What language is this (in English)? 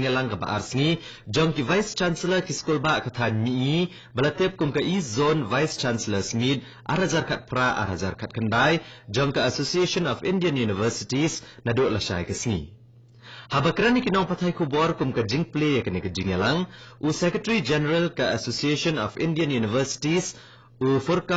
Khasi